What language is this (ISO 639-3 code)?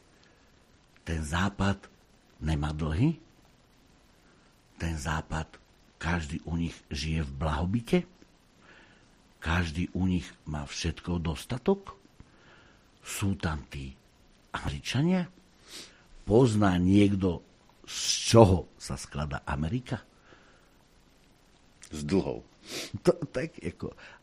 slk